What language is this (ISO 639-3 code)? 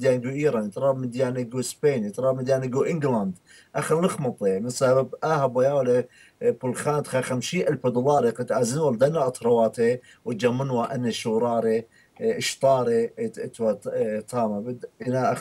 aii